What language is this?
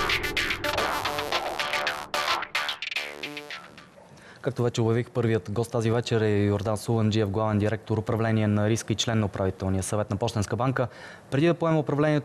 Bulgarian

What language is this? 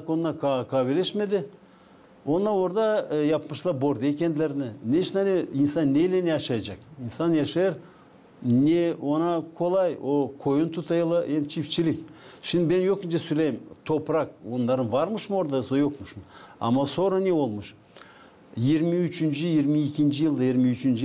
Gagauz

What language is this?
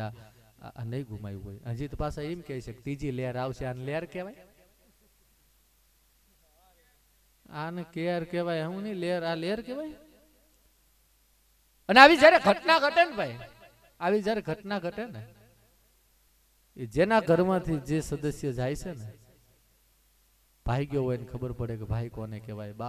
Gujarati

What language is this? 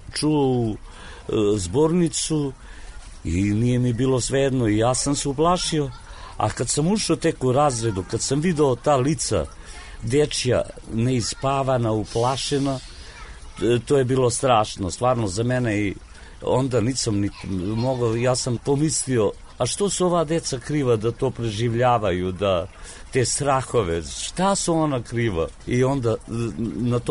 Serbian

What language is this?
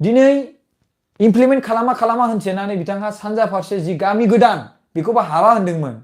Bodo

